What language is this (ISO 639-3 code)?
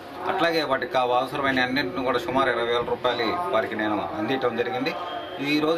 tel